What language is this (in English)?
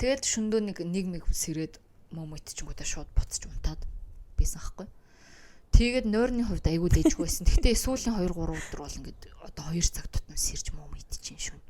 Mongolian